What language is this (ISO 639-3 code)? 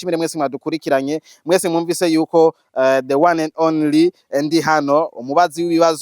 run